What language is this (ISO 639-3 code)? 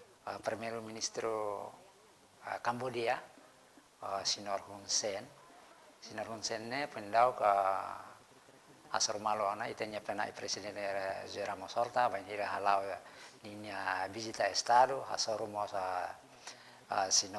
tet